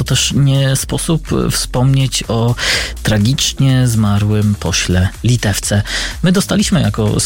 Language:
Polish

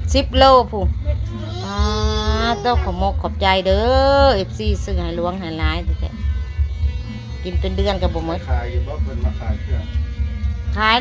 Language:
Northeastern Thai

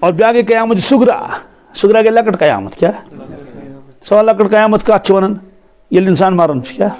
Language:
Kashmiri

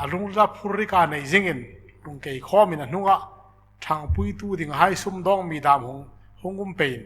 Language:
Hmar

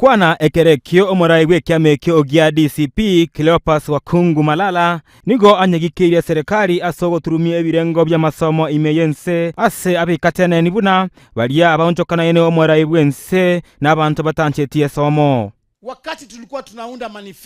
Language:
Gusii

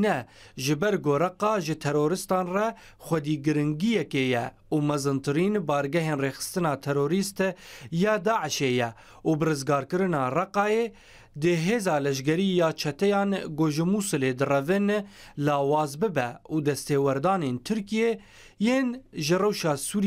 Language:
Kurdish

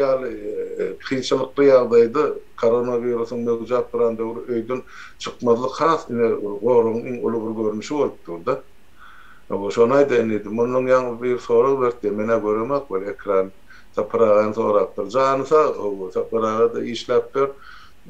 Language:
Turkmen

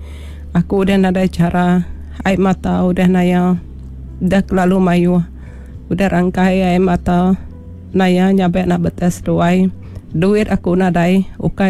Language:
Iban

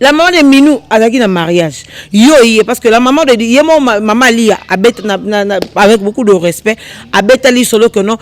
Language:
Lingala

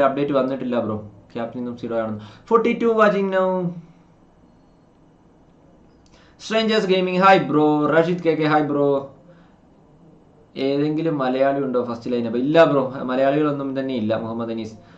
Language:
Malayalam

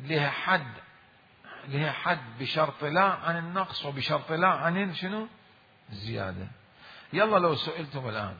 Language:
Mesopotamian Arabic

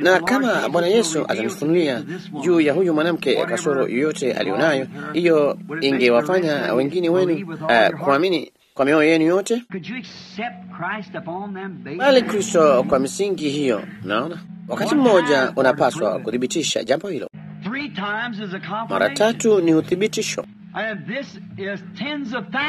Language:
Swahili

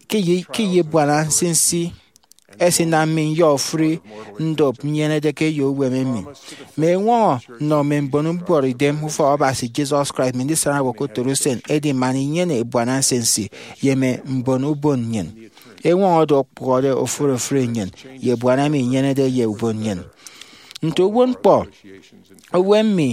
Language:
Efik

